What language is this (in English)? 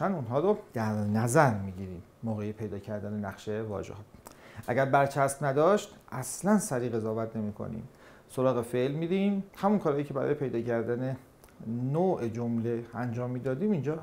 Persian